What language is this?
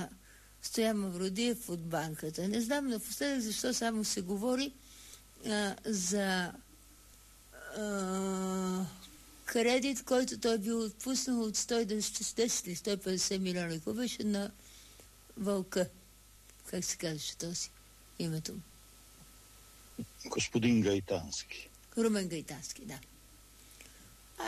Bulgarian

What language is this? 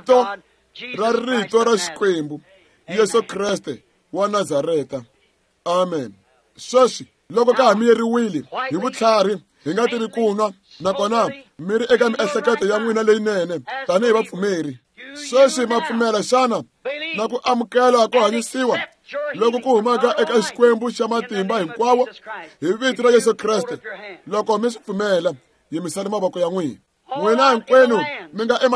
Tsonga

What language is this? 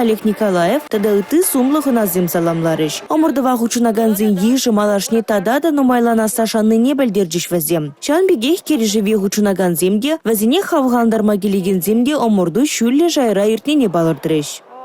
Chuvash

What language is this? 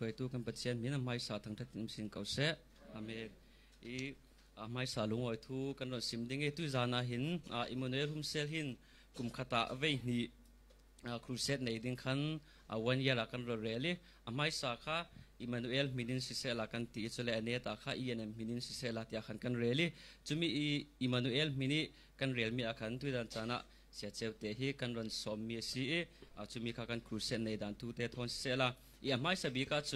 Falam Chin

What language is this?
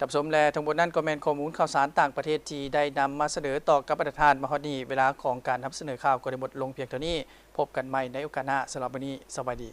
Lao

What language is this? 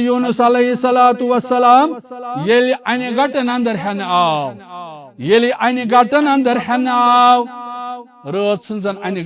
Kashmiri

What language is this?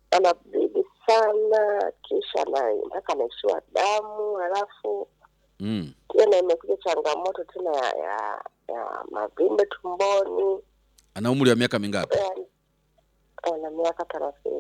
Swahili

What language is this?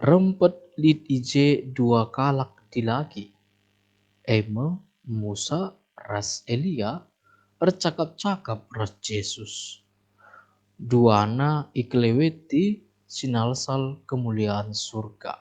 Batak Karo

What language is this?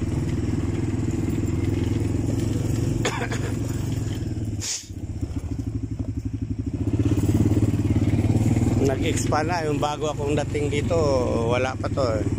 Filipino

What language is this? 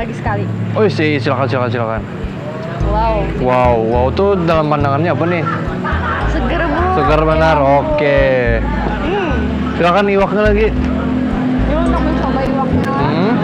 Banjar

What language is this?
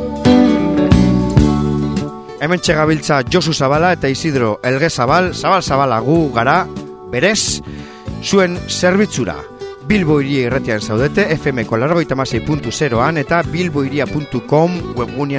Basque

